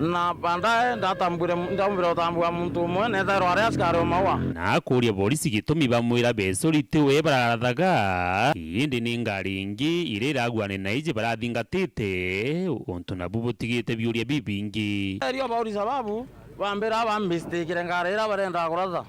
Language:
Meru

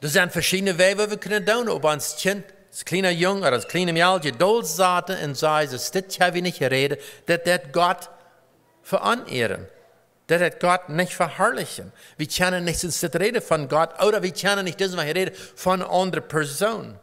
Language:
Plautdietsch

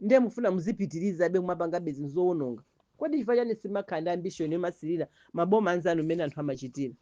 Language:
Nyanja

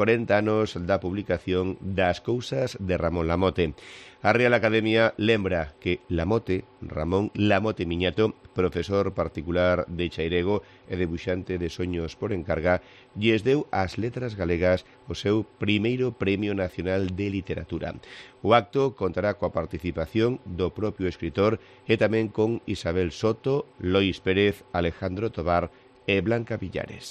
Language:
Galician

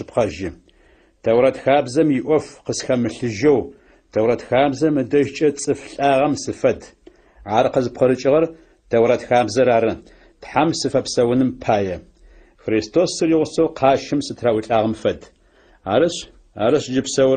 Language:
Adyghe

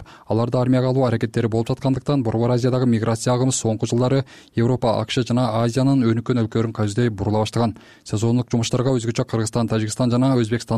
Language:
Kyrgyz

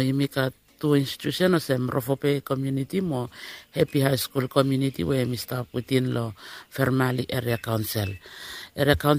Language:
Bislama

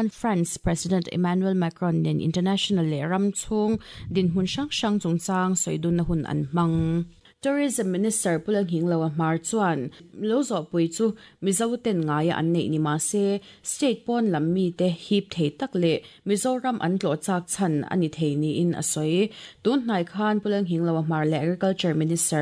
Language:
Mizo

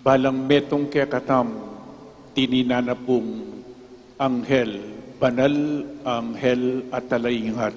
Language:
Pampanga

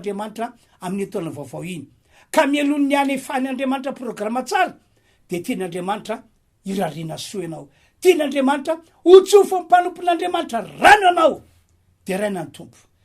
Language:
Malagasy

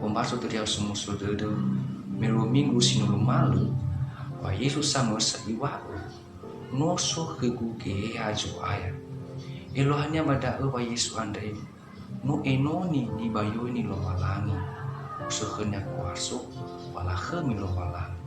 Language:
Nias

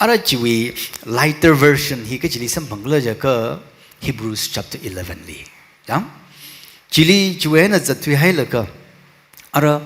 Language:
Tangkhul Naga (India)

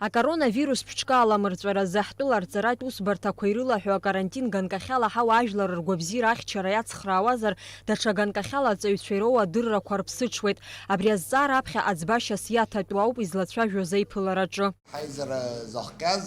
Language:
Abkhazian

